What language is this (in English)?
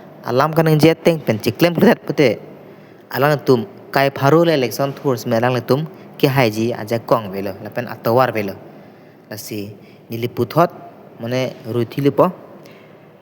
Karbi